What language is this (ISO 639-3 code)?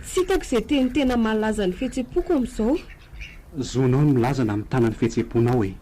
mlg